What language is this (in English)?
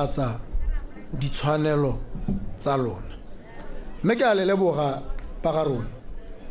Tswana